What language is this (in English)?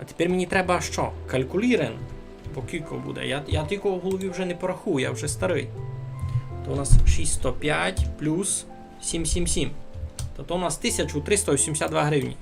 Rusyn